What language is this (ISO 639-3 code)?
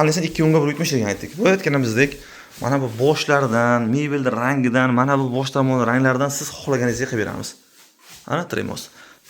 uzb